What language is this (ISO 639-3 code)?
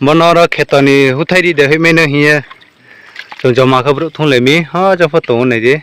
ria